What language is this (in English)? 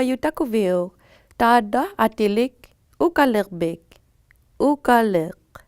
Inuktitut